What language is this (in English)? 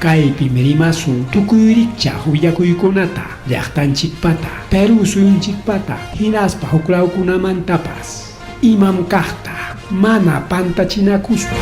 Ayacucho Quechua